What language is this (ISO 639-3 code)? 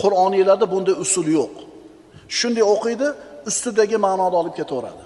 uzb